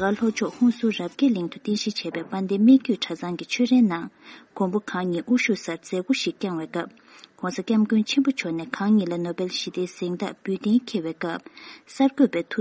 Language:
Tibetan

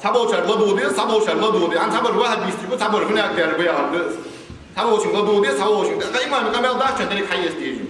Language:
Ingush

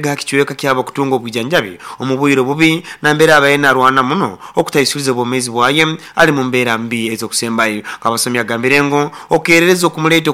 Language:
Nyoro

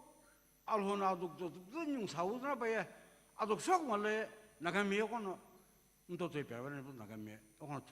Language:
Sumi Naga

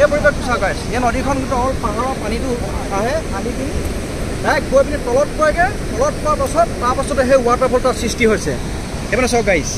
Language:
Assamese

